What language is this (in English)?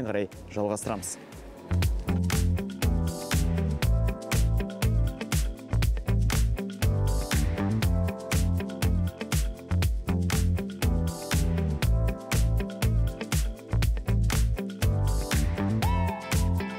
Kazakh